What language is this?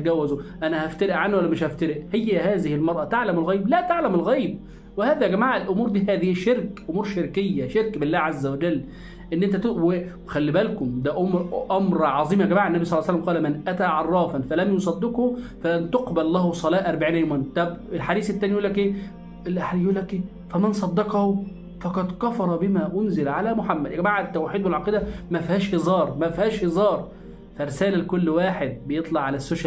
Egyptian Arabic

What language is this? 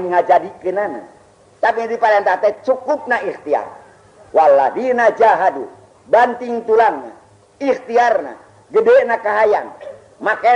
Sundanese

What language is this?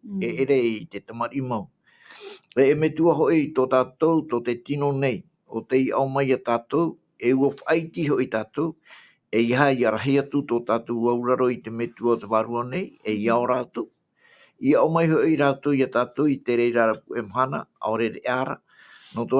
Tahitian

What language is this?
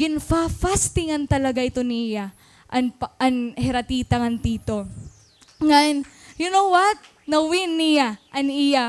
Waray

